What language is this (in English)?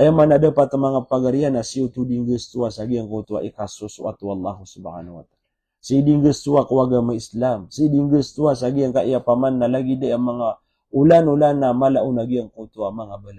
Maranao